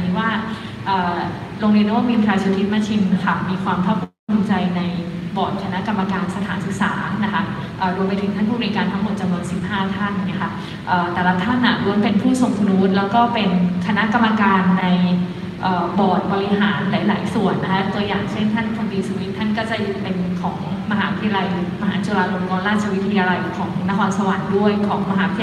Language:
Thai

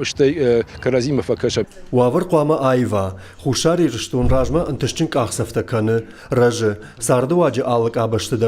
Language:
Ossetic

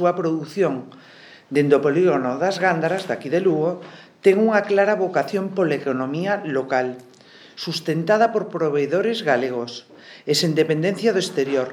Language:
Galician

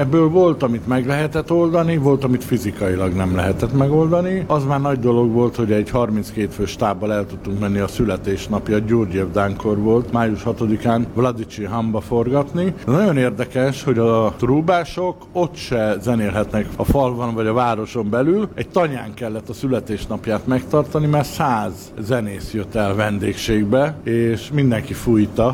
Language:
Hungarian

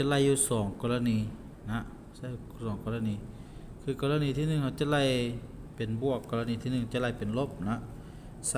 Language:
Lao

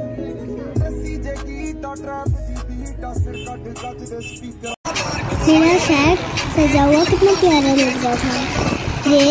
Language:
Hindi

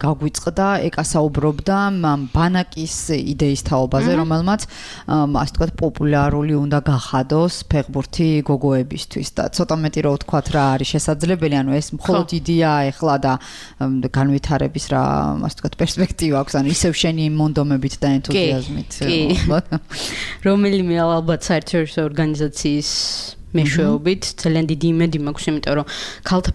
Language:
Georgian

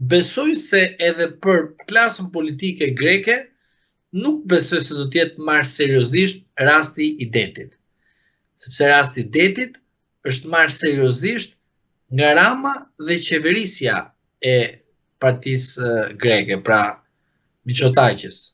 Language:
Albanian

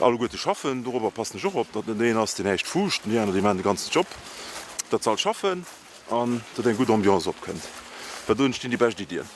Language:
Luxembourgish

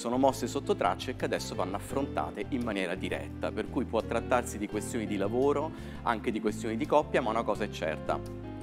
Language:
Italian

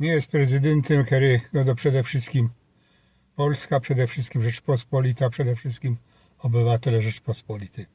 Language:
Silesian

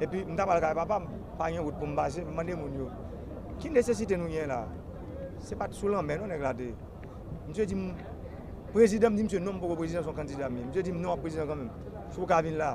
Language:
Haitian Creole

